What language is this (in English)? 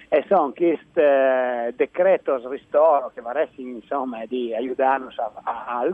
Friulian